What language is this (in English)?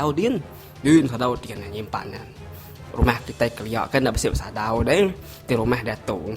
Iban